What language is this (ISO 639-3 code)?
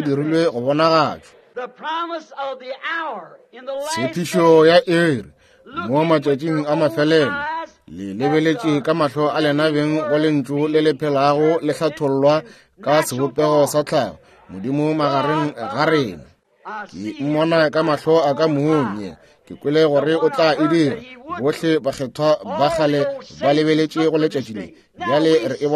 nso